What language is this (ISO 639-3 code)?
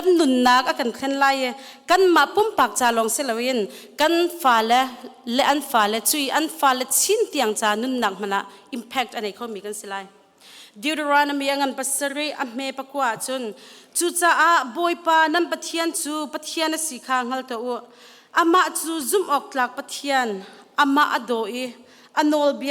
cnh